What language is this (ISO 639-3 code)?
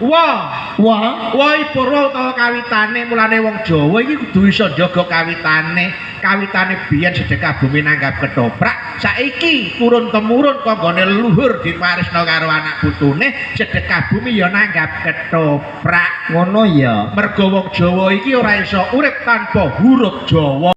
jav